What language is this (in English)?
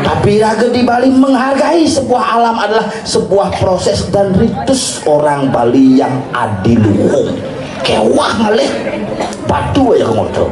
Balinese